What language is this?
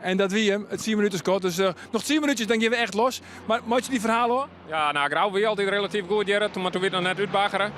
Western Frisian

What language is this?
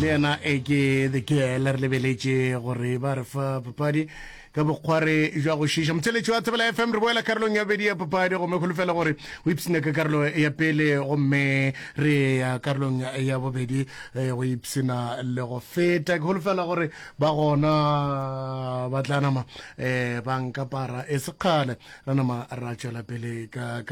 Northern Sotho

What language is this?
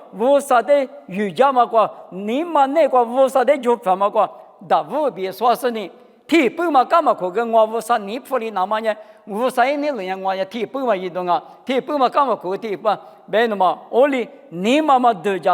Lisu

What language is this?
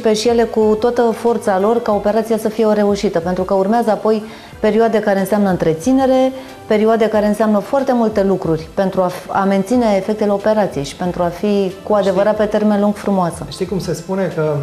Romanian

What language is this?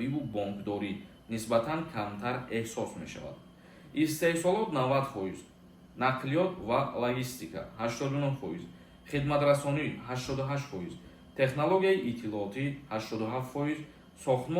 Tajik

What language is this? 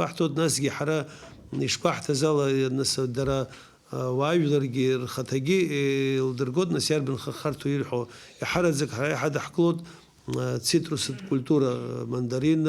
Abkhazian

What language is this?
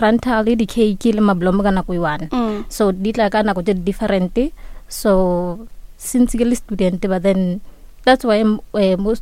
Northern Sotho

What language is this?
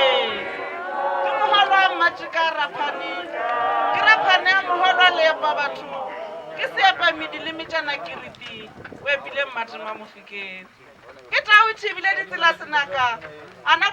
Northern Sotho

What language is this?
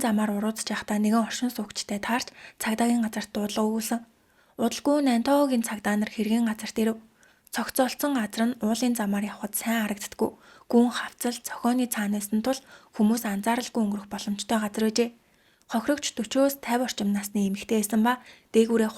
Mongolian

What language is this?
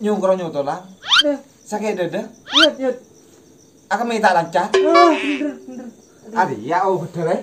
Madurese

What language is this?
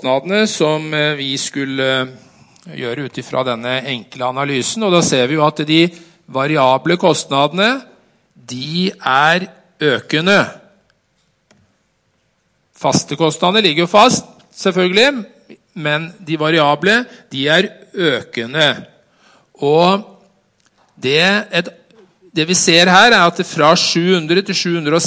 Norwegian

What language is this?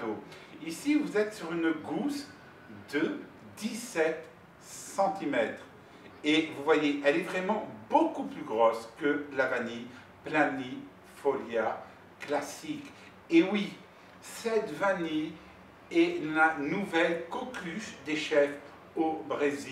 French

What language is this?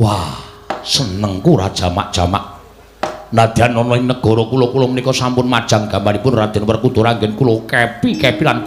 Javanese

